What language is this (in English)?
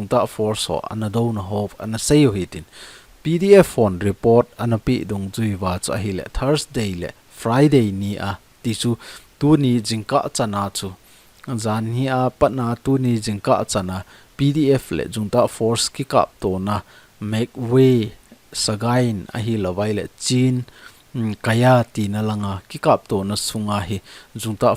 Thado Chin